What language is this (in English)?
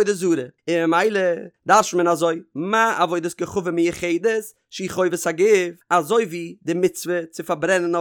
Yiddish